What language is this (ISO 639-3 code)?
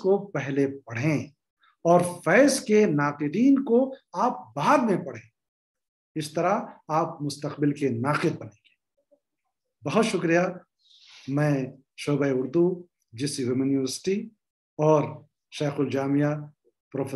urd